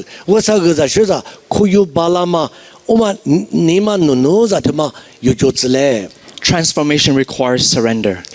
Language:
Lisu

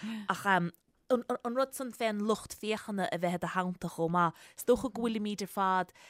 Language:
Irish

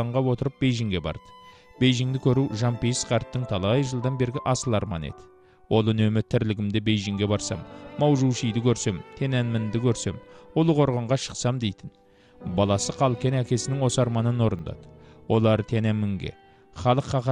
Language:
Kazakh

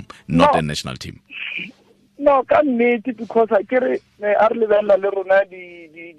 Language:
Tswana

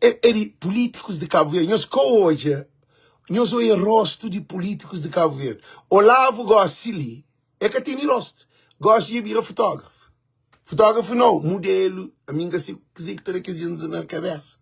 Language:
Kabuverdianu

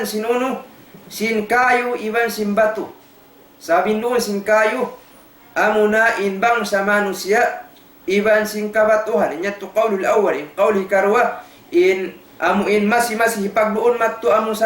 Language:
Tausug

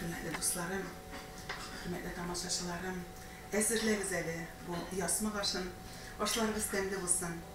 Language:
Tatar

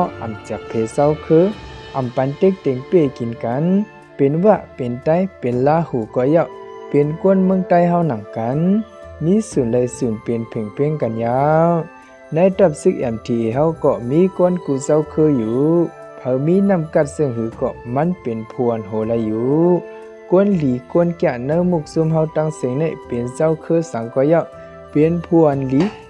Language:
Shan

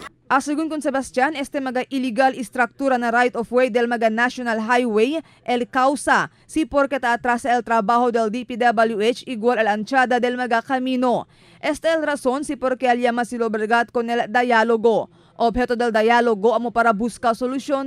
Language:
Chavacano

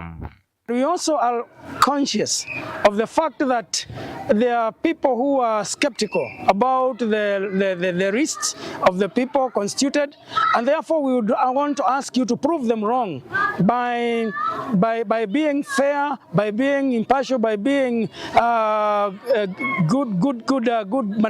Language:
Kamba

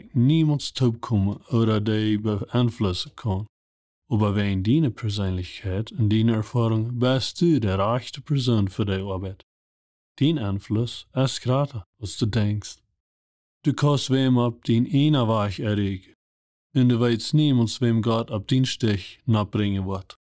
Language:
Plautdietsch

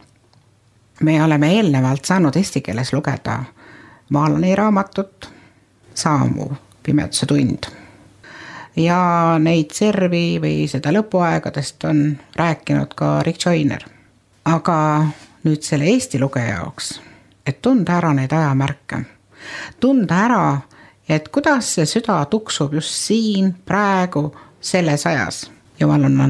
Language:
Estonian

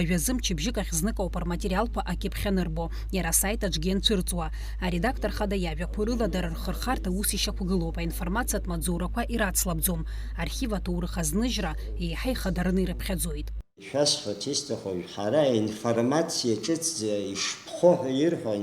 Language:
Abkhazian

